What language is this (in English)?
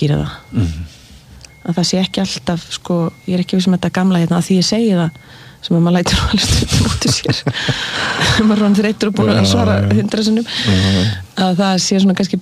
Icelandic